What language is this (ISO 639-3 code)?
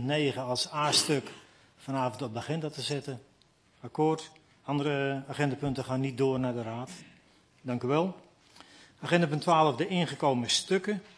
nld